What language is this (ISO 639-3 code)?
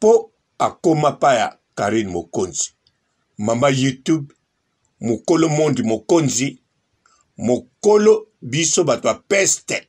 lin